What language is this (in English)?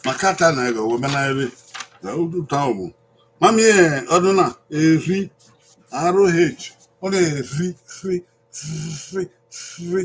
Bini